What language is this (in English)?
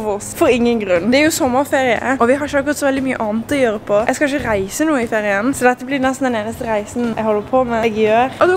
Norwegian